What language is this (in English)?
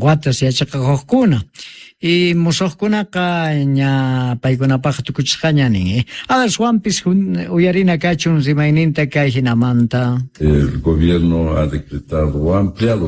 South Bolivian Quechua